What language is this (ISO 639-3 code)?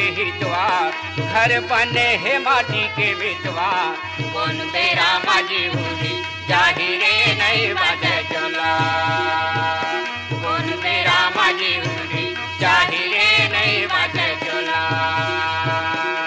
hne